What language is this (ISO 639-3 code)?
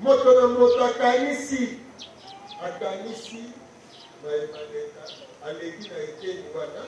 lin